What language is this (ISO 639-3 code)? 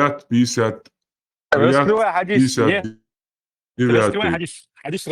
che